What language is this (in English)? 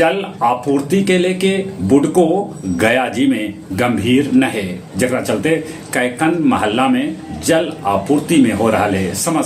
Magahi